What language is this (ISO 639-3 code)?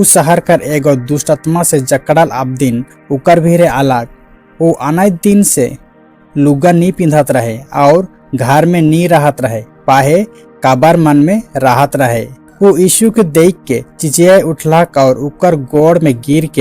sck